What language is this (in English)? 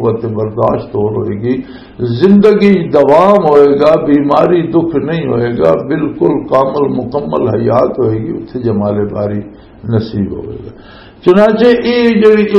Western Panjabi